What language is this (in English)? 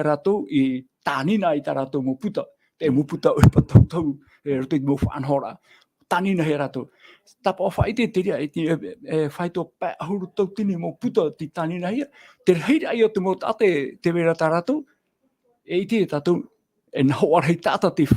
Tahitian